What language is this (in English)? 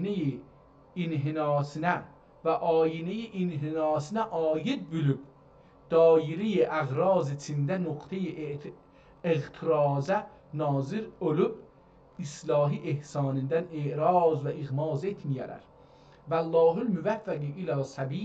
South Azerbaijani